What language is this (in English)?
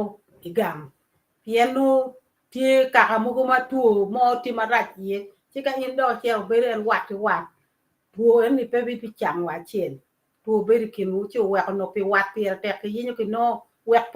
Acoli